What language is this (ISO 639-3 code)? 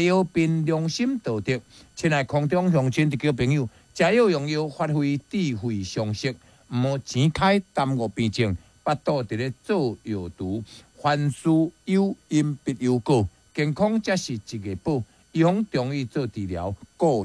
nan